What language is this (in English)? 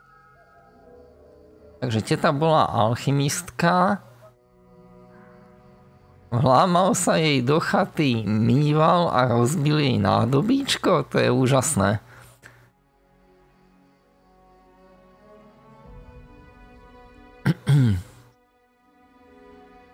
Slovak